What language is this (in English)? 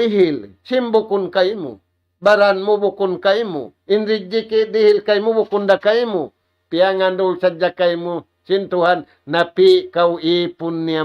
Tausug